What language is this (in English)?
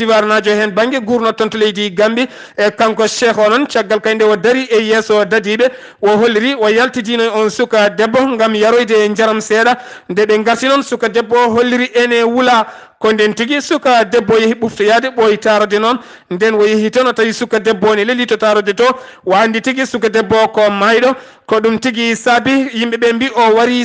Fula